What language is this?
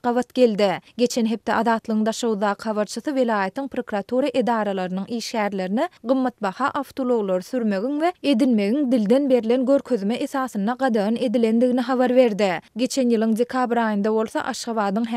Turkmen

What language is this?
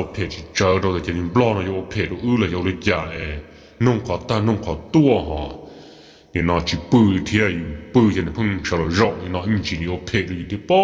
Hmong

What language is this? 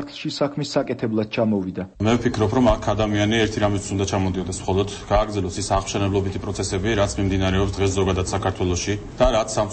Georgian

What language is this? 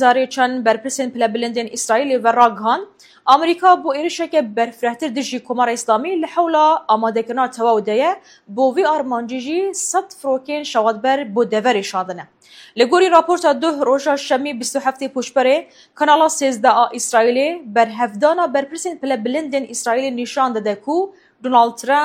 Kurdish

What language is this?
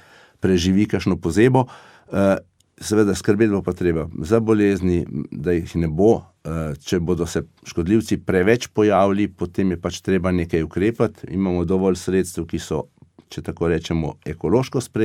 Slovenian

